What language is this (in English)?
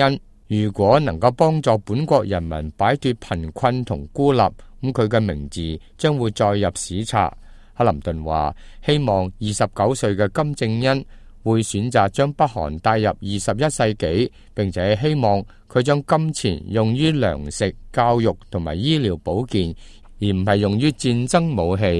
Cantonese